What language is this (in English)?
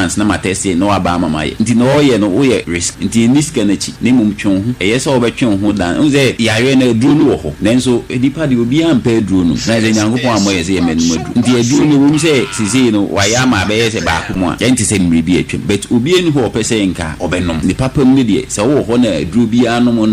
Akan